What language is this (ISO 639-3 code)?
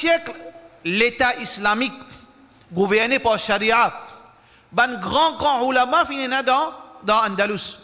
mfe